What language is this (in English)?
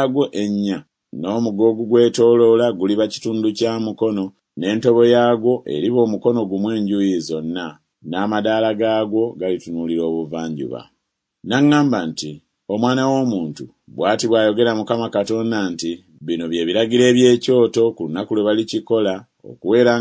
Ganda